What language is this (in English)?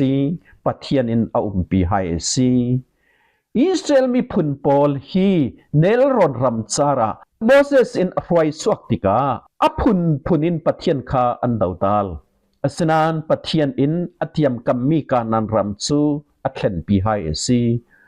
Falam Chin